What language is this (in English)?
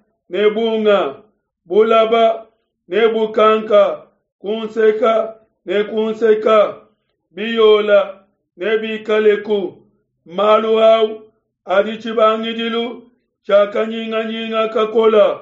Luba-Lulua